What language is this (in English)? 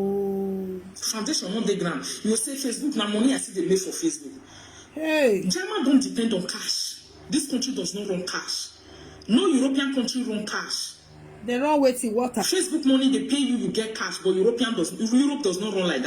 Nigerian Pidgin